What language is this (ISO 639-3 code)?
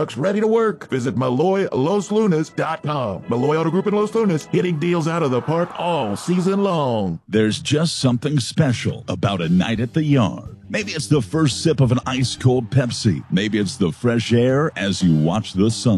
eng